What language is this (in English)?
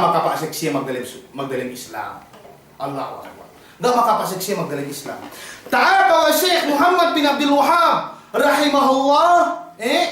Yakan